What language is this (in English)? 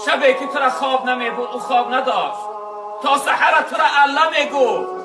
Tajik